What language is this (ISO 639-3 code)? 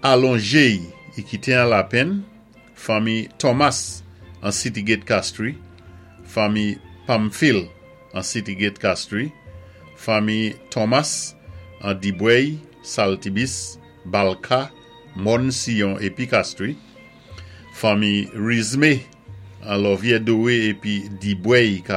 acf